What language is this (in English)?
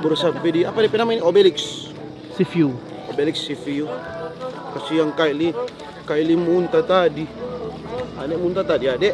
Manado Malay